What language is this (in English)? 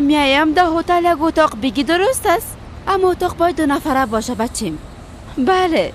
Persian